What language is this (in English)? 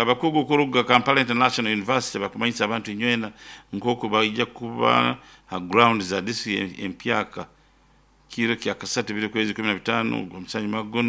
Nyoro